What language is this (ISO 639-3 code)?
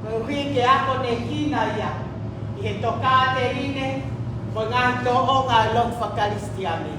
ton